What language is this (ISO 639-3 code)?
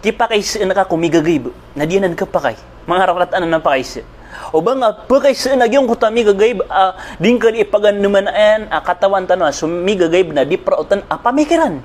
mrw